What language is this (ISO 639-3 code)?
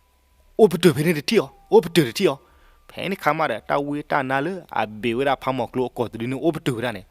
ksw